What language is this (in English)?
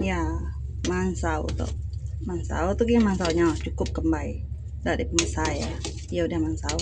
Iban